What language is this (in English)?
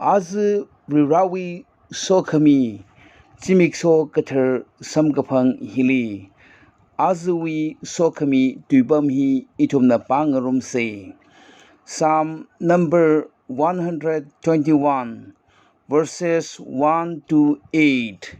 Tangkhul Naga (India)